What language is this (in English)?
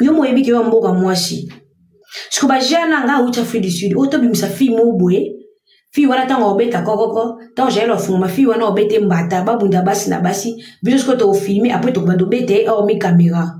Lingala